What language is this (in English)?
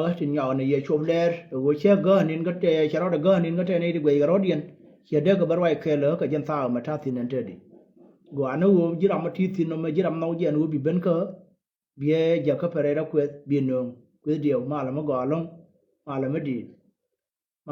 Nuer